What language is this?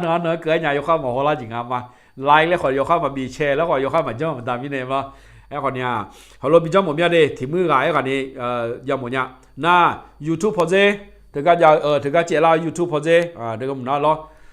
Akha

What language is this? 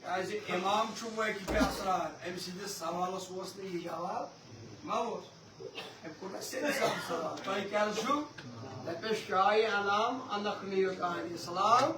Kashmiri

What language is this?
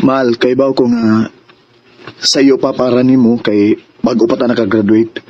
Cebuano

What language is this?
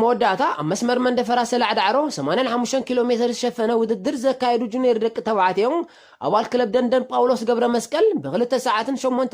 Tigrinya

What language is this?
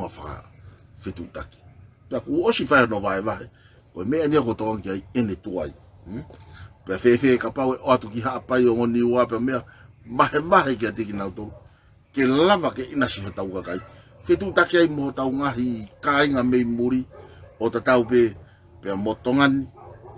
Tongan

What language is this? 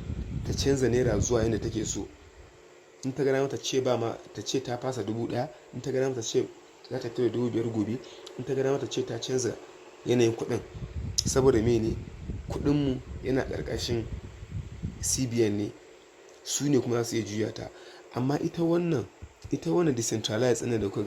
Hausa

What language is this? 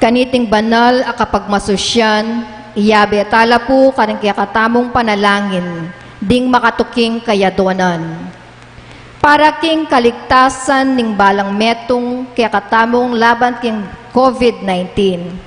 Pampanga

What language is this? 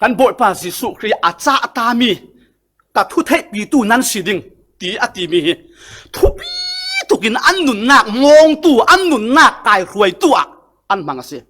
Falam Chin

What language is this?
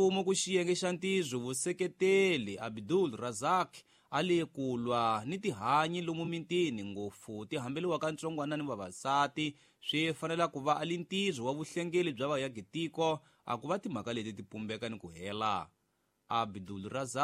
Tsonga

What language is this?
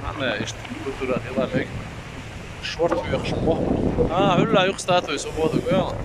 Chechen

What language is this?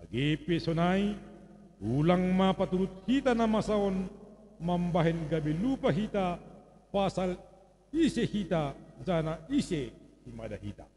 Batak Simalungun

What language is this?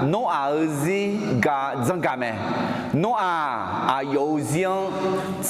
Akha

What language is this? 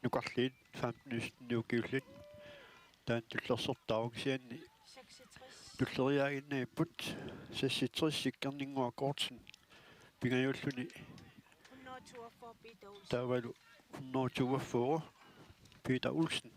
Kalaallisut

